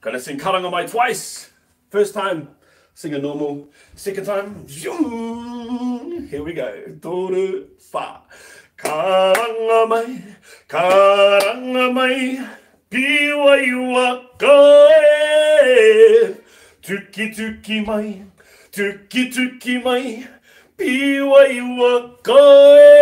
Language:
Māori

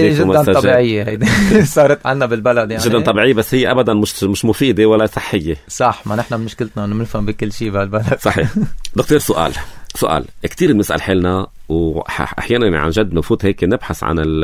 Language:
North Levantine Arabic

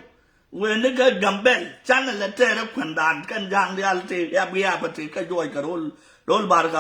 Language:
Nuer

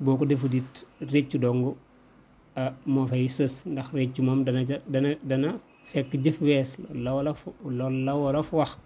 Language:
Wolof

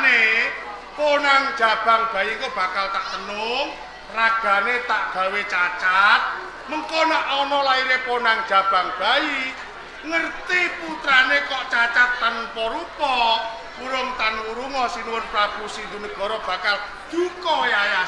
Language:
Javanese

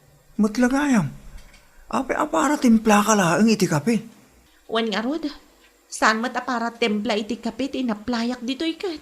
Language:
Iloko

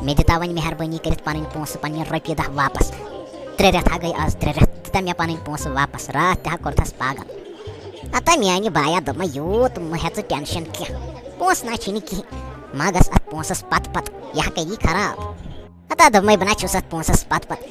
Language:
Kashmiri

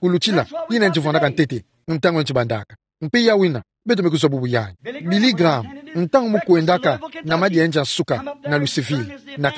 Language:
Kituba (Democratic Republic of Congo)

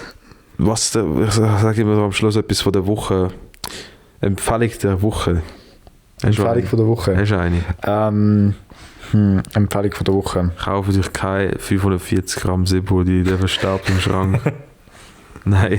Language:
Swiss German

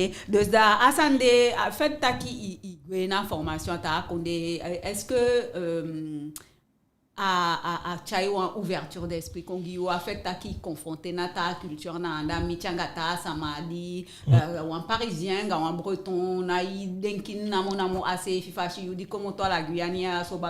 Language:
Eastern Maroon Creole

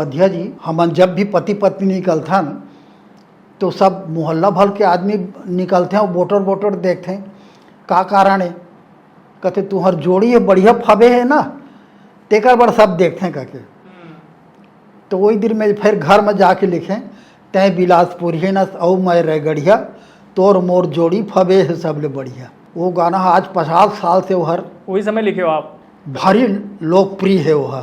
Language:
Chhattisgarhi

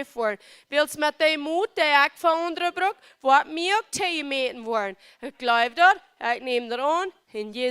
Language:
Plautdietsch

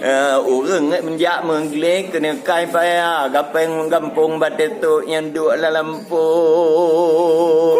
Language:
Achinese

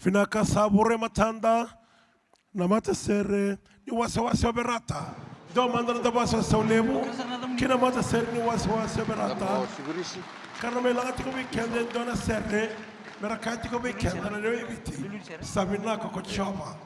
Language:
Fijian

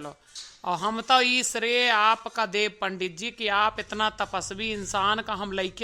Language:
Awadhi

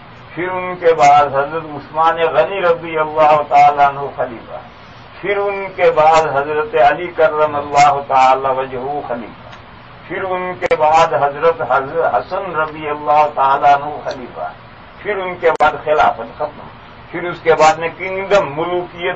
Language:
Urdu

